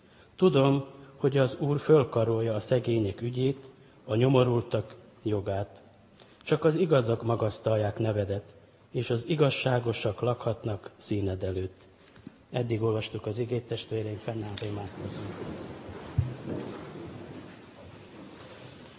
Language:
Hungarian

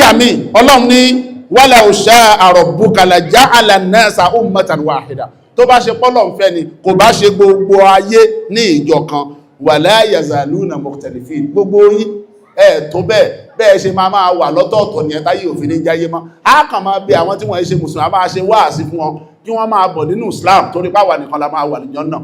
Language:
Yoruba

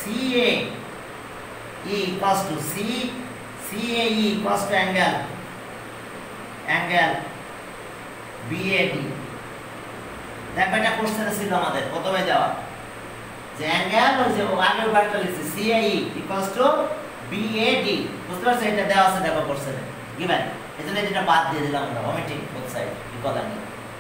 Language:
Bangla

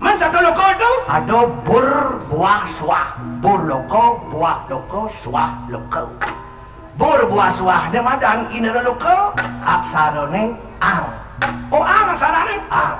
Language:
Balinese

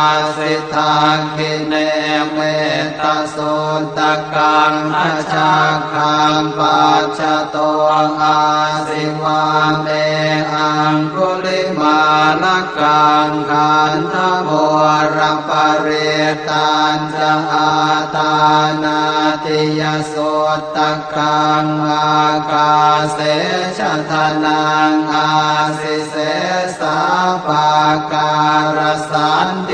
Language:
Pali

